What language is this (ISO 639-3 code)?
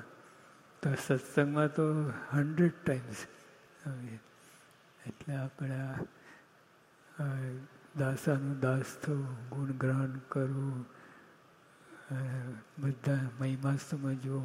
guj